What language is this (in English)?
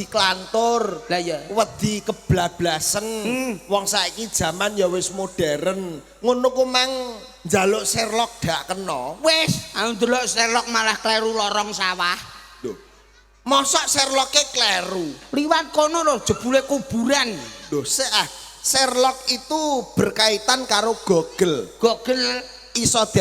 Javanese